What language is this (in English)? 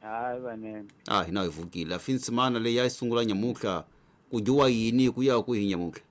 Tsonga